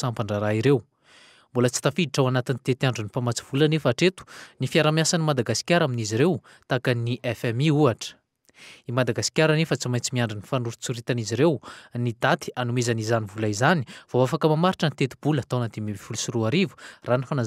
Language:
Malagasy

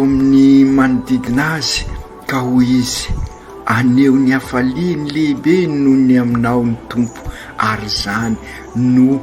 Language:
Malagasy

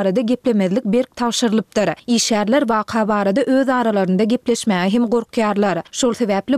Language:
Turkmen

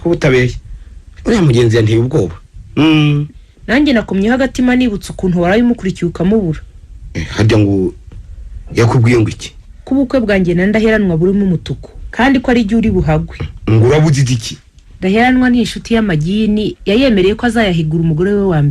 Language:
Kinyarwanda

